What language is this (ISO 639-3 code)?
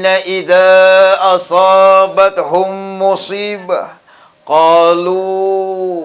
bug